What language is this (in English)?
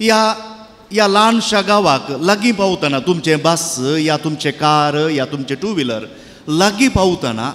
Konkani